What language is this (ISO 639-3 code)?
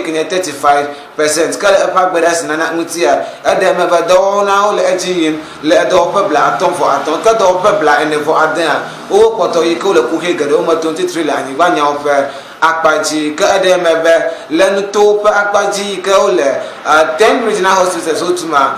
ewe